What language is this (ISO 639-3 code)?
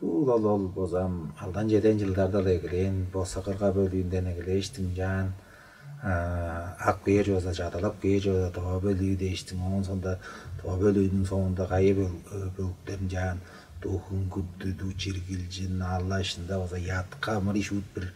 tyv